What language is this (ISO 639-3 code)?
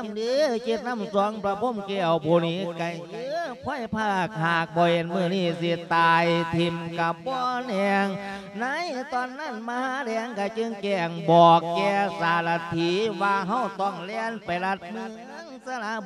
lao